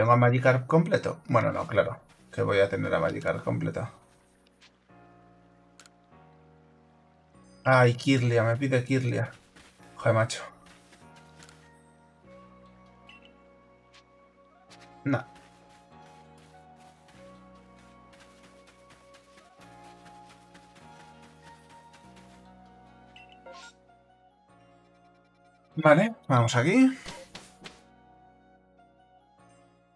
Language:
Spanish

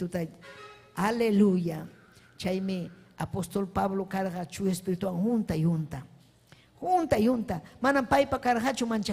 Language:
Ayacucho Quechua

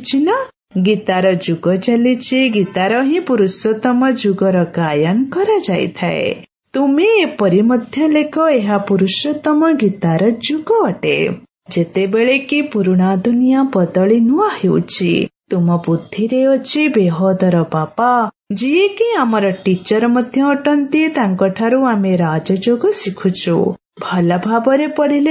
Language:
Odia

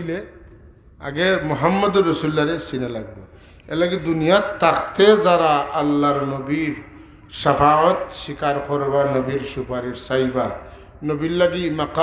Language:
Sylheti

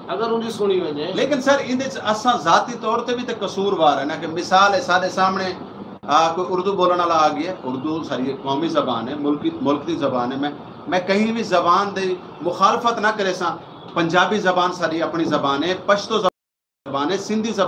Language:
Saraiki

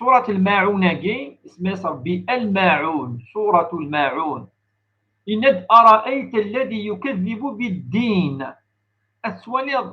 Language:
Kabyle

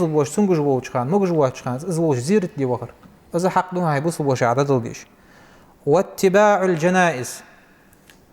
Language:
Ingush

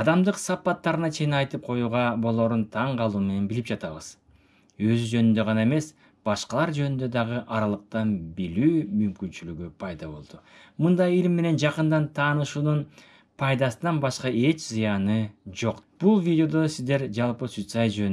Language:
Kyrgyz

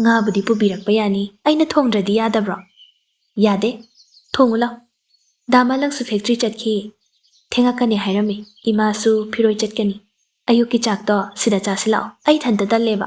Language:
Manipuri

